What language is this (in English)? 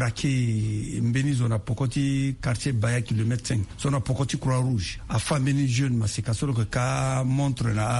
Sango